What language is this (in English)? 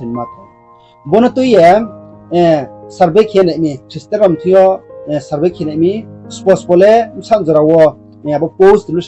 Riang (India)